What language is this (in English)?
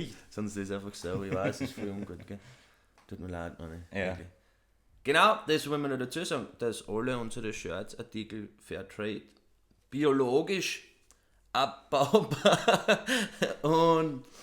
Bavarian